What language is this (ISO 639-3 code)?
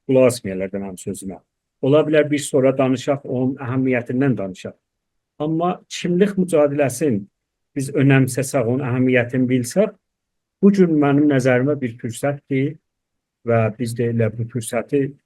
azb